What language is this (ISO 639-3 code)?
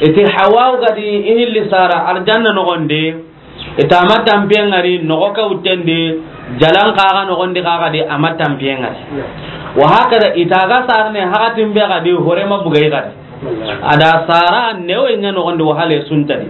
snk